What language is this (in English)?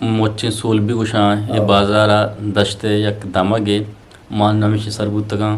Eastern Balochi